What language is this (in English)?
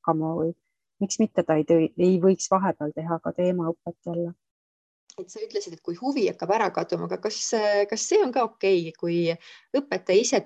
Estonian